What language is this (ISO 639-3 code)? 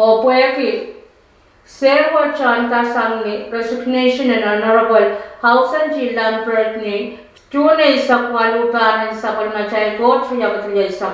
pon